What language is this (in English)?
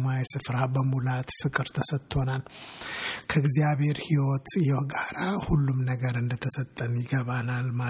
Amharic